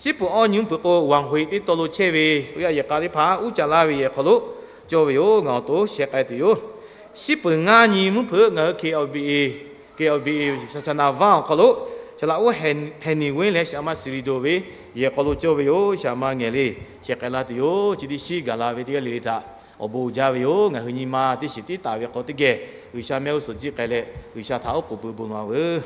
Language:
Lahu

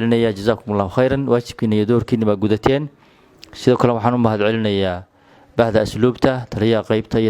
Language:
Somali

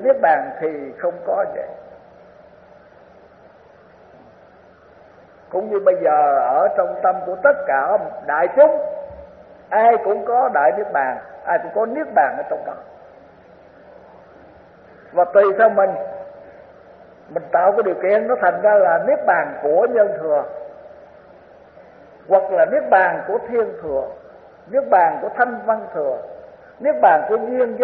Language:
Vietnamese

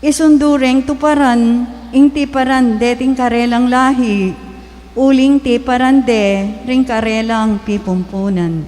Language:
Pampanga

